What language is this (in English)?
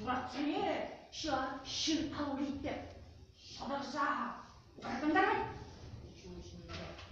Chuvash